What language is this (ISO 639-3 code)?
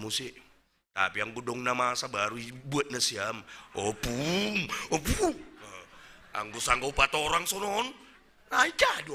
bts